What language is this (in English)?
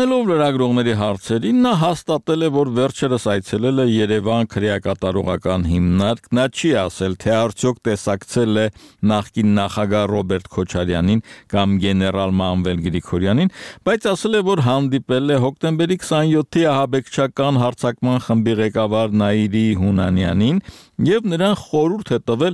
Armenian